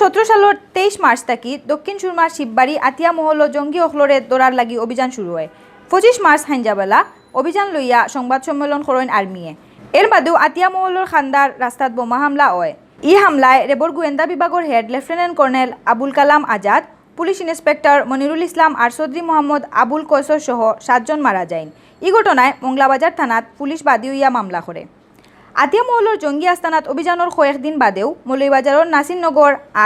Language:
Sylheti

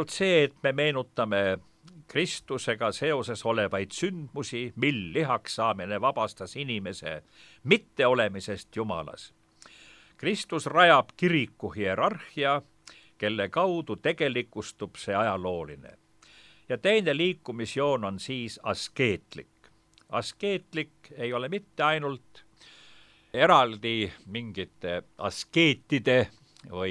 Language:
Estonian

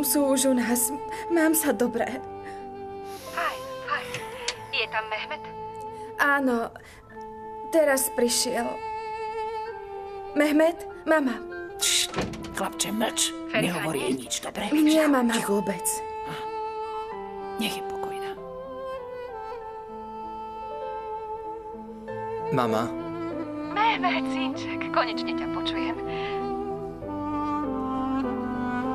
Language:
Slovak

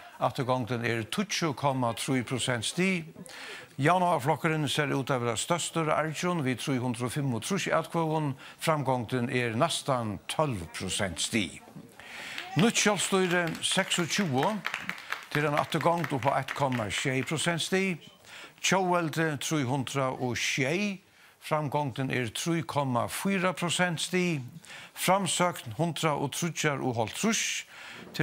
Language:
Faroese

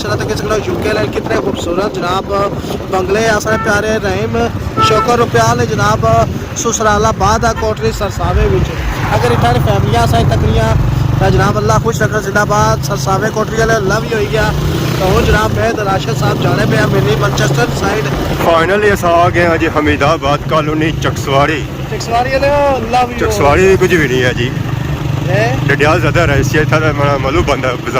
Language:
Pahari-Potwari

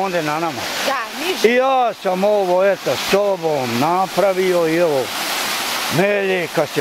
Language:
Bosnian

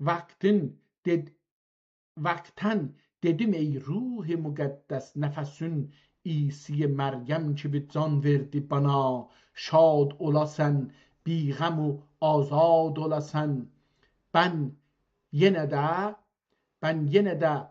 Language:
South Azerbaijani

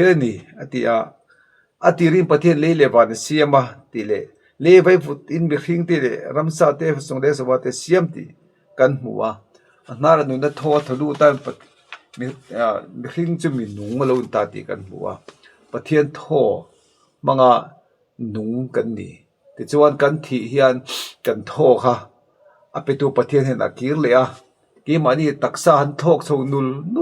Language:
Mizo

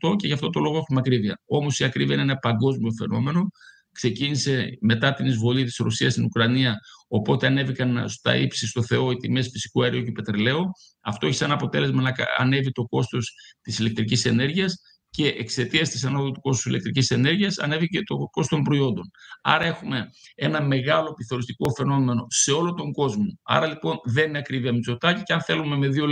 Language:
Greek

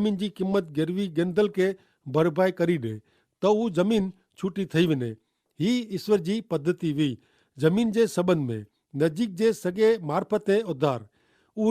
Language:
Kachhi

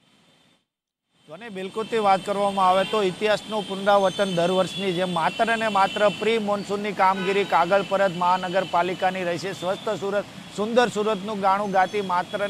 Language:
Gujarati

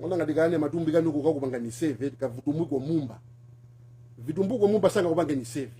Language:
Nyanja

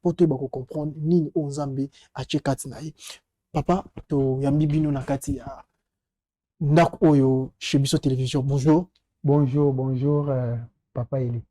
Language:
Lingala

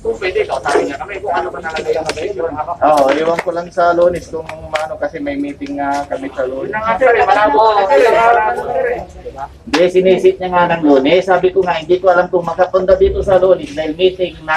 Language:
Filipino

